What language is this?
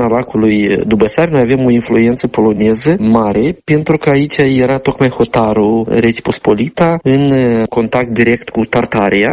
Romanian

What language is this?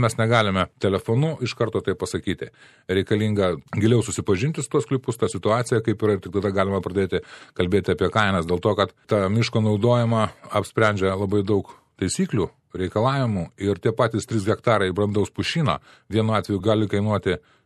Lithuanian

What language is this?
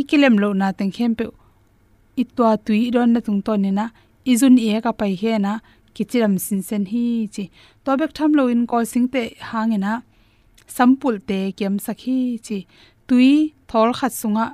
Tedim Chin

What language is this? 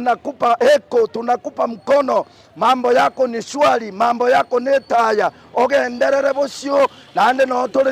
Gusii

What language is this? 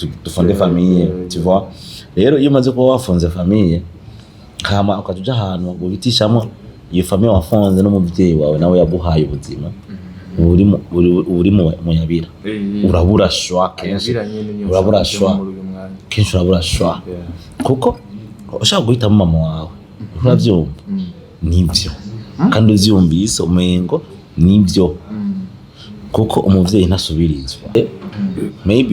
Rundi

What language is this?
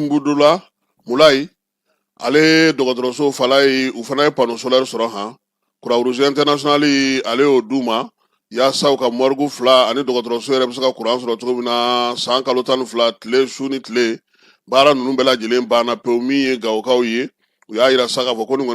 Bambara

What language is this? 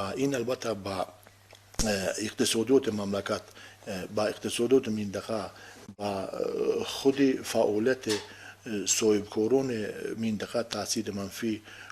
Tajik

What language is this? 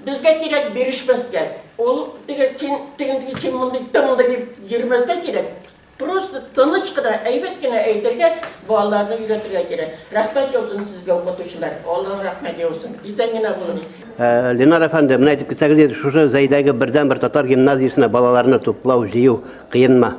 Tatar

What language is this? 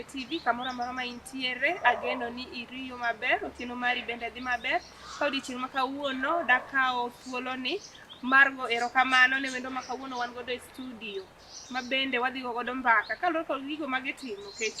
Luo (Kenya and Tanzania)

